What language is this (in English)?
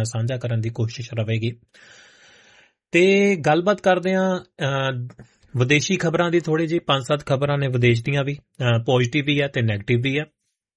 Punjabi